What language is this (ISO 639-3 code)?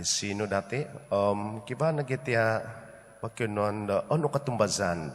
dtp